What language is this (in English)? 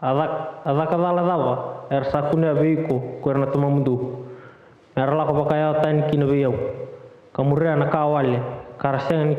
Fijian